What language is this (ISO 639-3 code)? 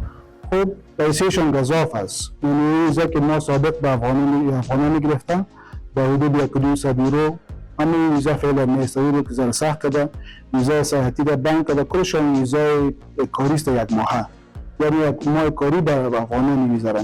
fas